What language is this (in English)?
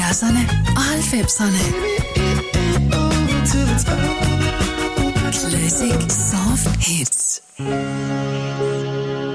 Danish